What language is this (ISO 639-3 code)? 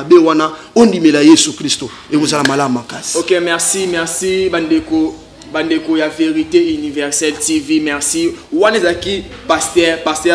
lin